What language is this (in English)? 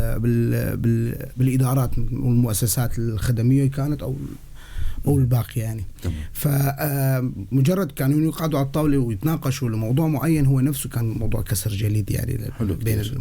North Levantine Arabic